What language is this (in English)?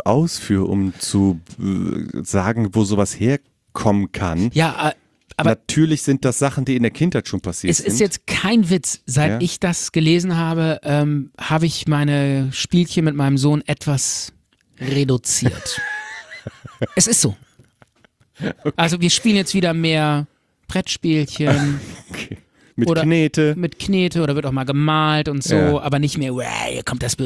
German